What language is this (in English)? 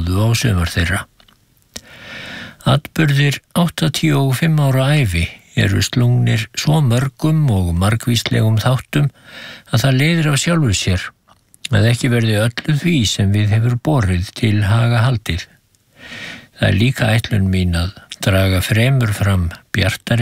Icelandic